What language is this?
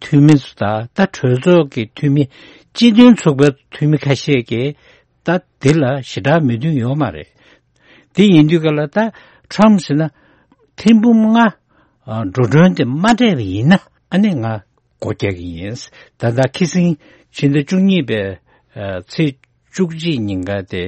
Tibetan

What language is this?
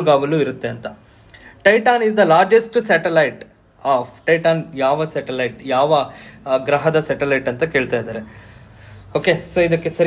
Kannada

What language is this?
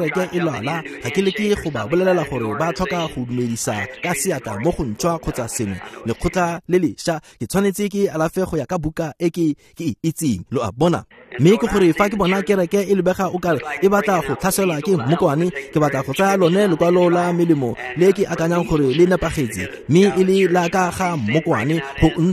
Tswana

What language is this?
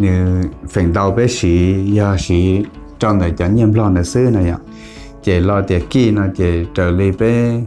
Hmong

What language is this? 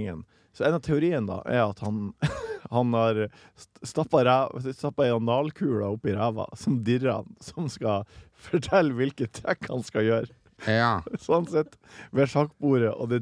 Norwegian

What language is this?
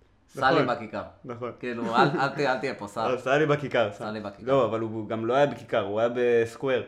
Hebrew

